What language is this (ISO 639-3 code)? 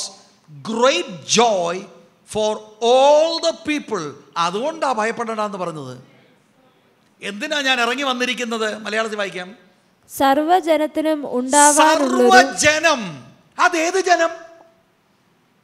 mal